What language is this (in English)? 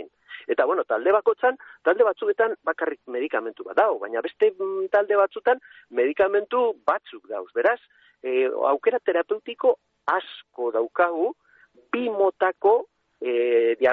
Basque